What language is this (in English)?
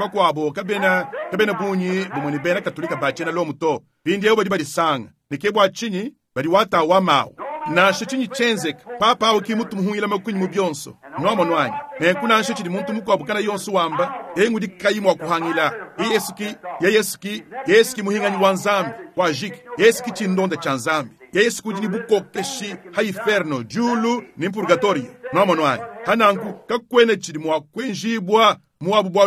Luba-Lulua